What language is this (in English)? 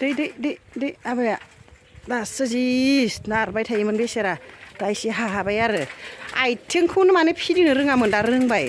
Bodo